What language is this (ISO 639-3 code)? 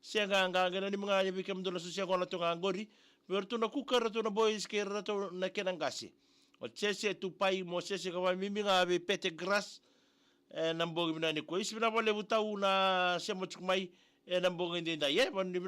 fij